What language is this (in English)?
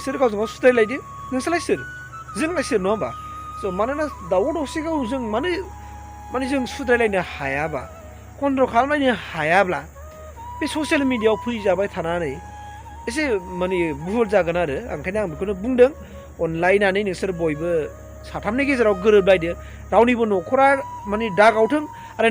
Bodo